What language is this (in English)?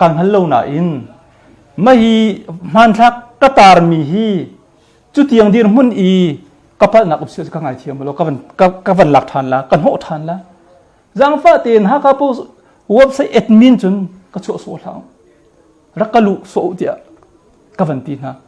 Hakha Chin